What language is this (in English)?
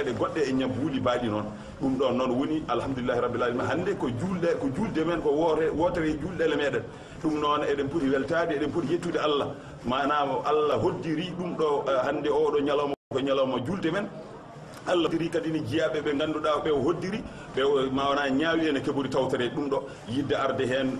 Fula